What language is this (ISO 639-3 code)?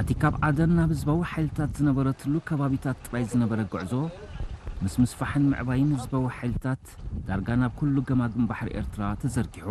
tir